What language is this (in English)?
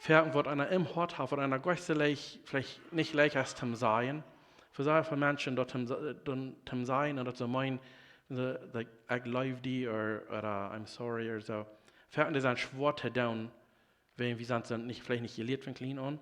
Plautdietsch